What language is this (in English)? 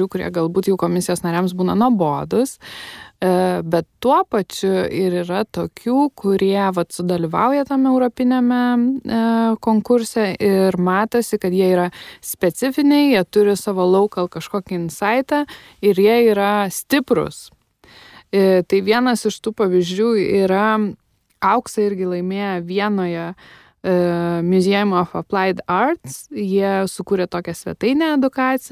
Lithuanian